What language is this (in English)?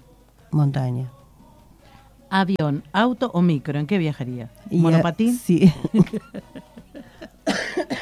Spanish